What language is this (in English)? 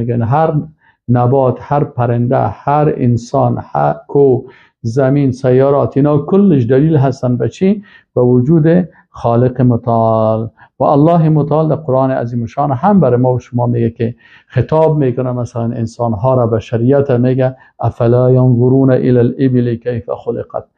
Persian